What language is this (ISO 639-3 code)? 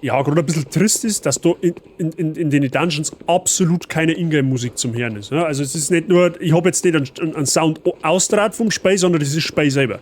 bar